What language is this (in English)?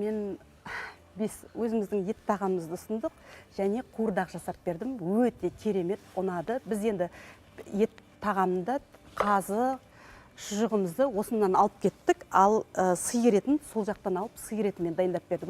Kazakh